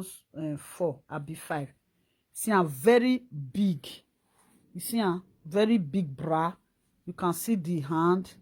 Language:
Nigerian Pidgin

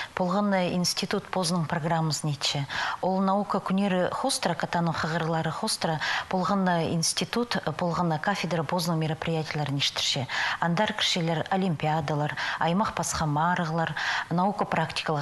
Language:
Khakas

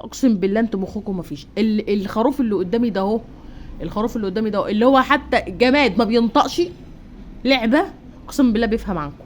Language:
Egyptian Arabic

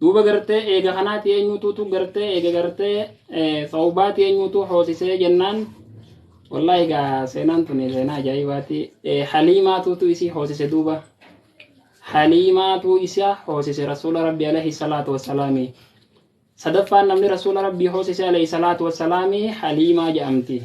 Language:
Oromo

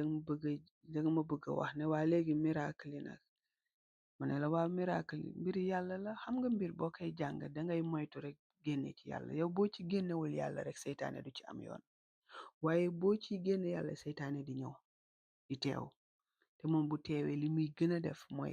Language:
Wolof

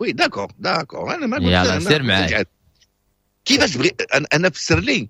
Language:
Moroccan Arabic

